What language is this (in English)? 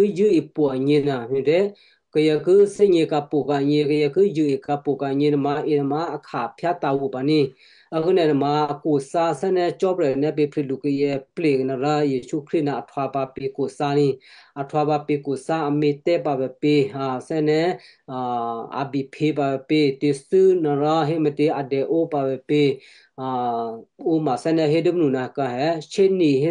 Western Kayah